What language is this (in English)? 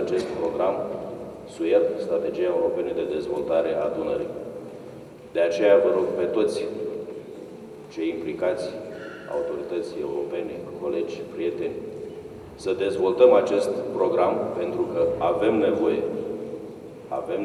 Romanian